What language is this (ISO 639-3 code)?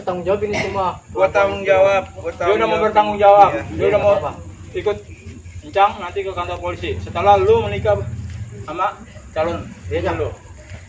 bew